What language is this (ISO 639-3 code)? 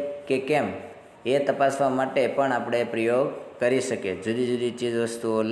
guj